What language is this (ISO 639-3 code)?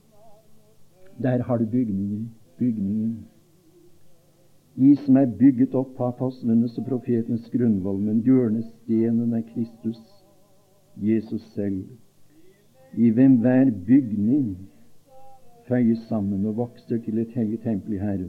nor